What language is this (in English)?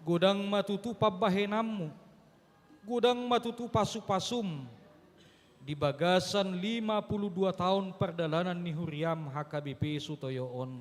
Batak Toba